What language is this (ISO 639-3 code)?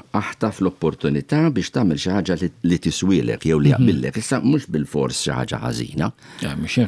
mlt